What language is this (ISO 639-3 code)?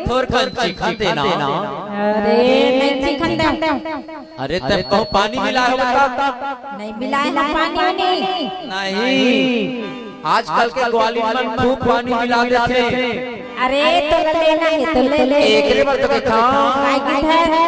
hne